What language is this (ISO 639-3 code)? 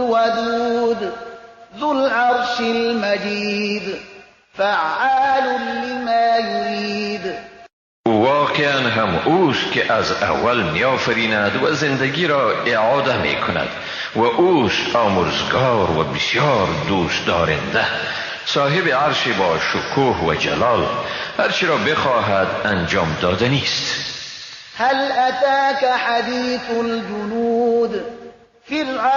fas